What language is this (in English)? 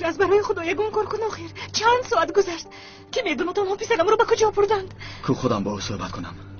Tajik